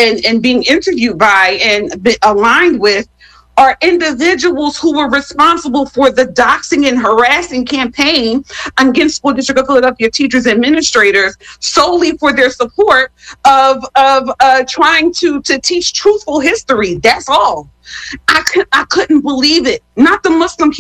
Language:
English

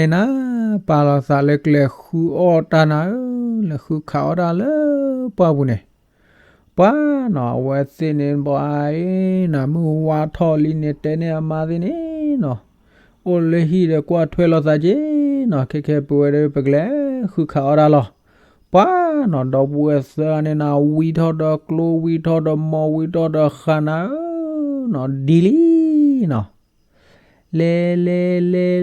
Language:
S'gaw Karen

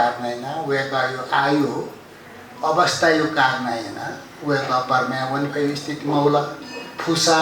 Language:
Newari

